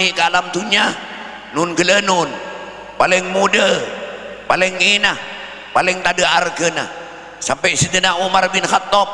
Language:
Madurese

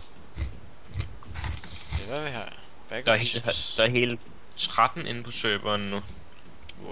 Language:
Danish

